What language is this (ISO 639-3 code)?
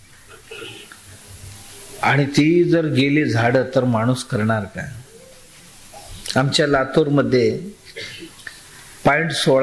mar